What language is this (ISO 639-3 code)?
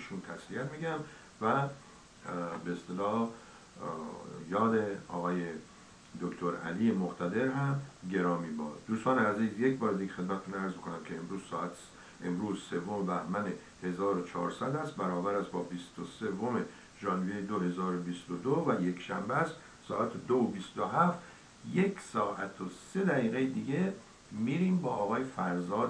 fas